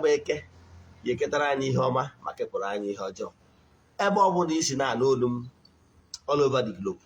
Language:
Igbo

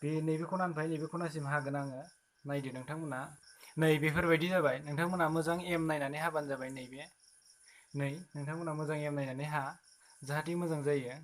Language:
Bodo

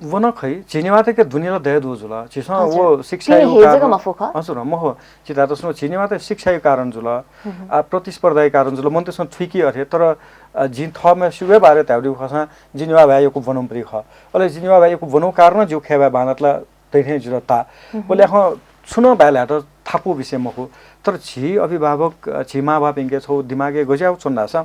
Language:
Newari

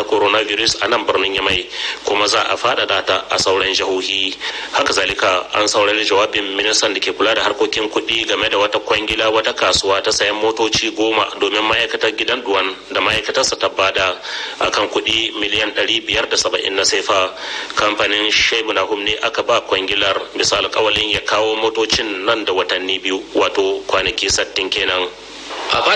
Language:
Hausa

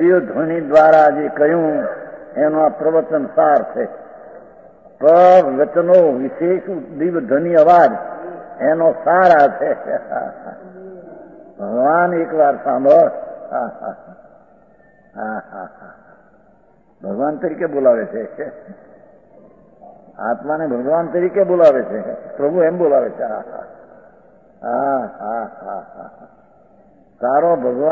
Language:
Gujarati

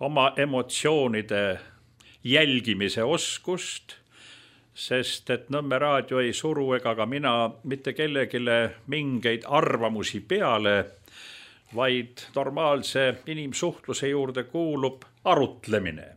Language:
Estonian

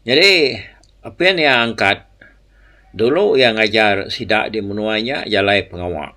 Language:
Iban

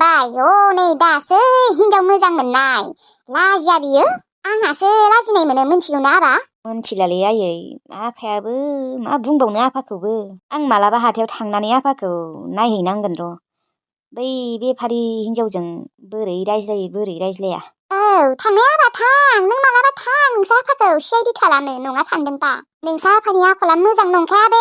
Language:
Bodo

